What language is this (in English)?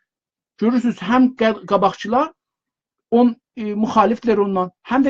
South Azerbaijani